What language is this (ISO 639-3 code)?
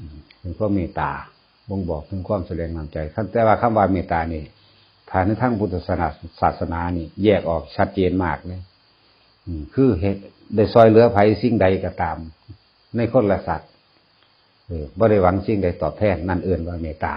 tts